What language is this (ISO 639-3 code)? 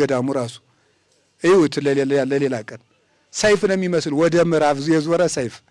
amh